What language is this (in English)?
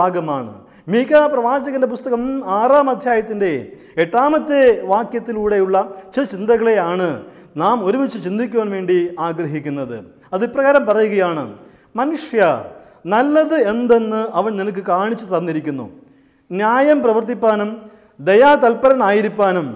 Malayalam